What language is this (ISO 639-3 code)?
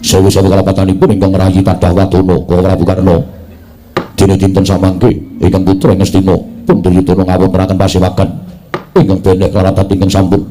jav